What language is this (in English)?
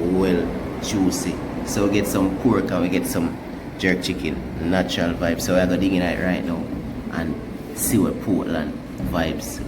Jamaican Creole English